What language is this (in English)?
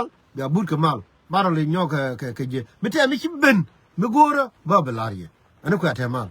Nuer